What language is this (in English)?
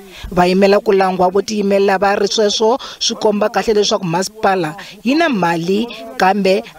Tsonga